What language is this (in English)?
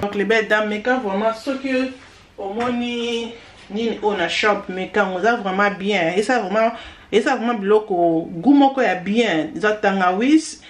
Lingala